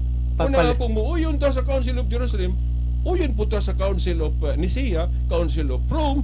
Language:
Cebuano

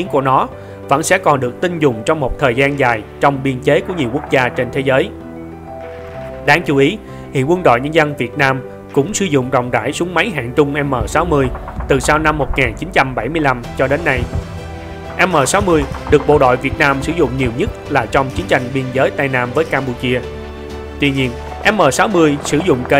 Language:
Vietnamese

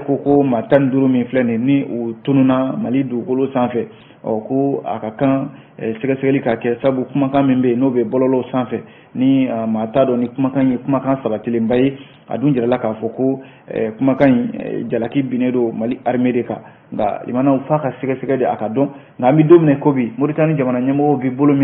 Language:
Bambara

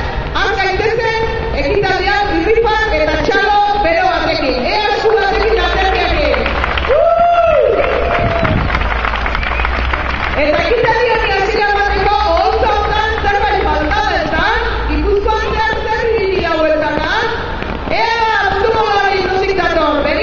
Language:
Basque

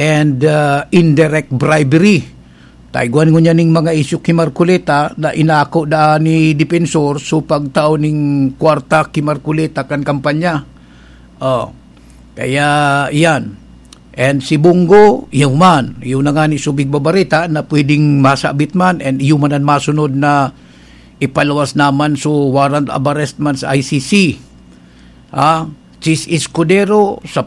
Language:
Bikol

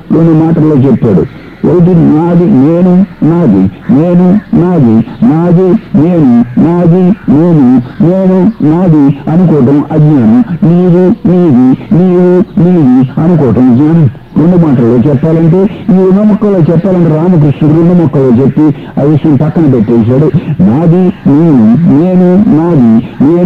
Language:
Telugu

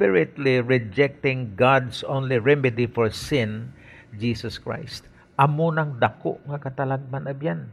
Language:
Hiligaynon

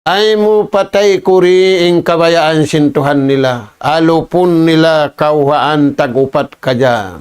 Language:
Tausug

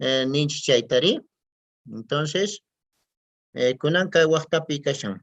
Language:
Quechua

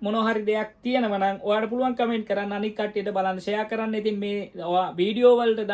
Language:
Sinhala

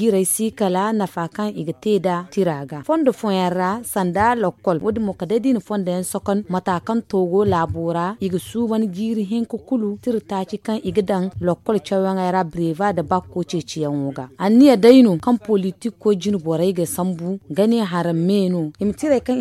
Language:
Zarma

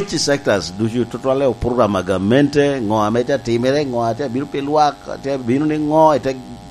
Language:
Lango (Uganda)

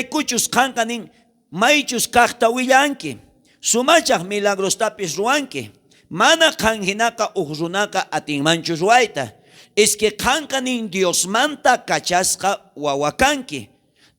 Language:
South Bolivian Quechua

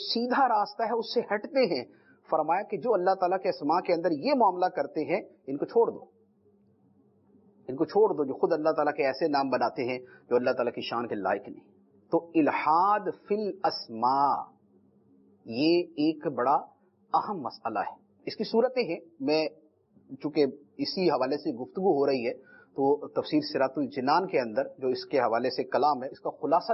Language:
Urdu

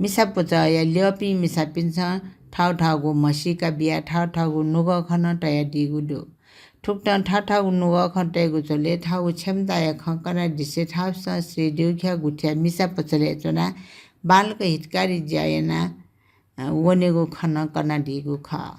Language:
Newari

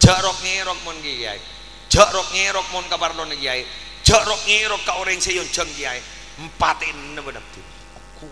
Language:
Madurese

